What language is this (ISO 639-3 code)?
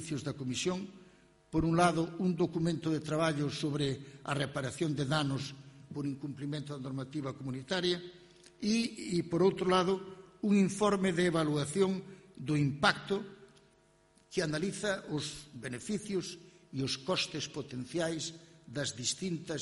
glg